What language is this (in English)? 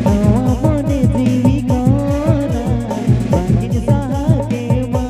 Santali